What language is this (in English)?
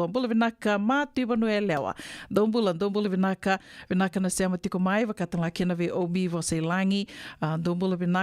Fijian